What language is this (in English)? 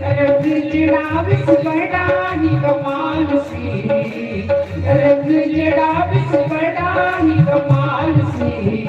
Dogri